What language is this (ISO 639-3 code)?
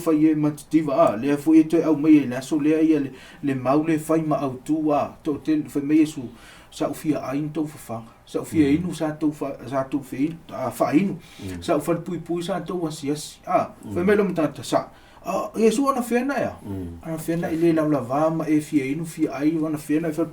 smo